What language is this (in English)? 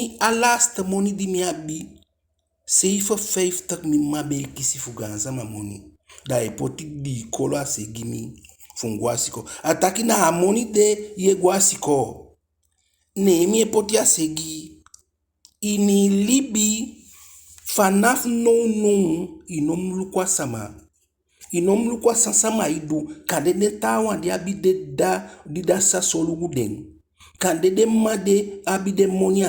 Eastern Maroon Creole